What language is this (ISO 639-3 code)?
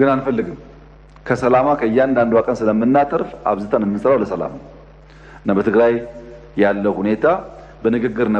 amh